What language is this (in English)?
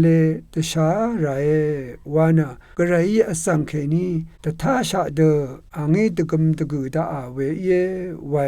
Rawang